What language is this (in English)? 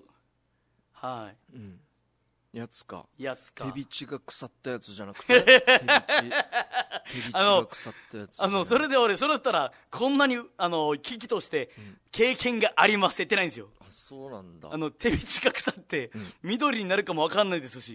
Japanese